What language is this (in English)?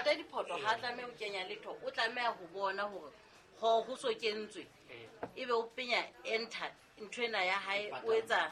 Southern Sotho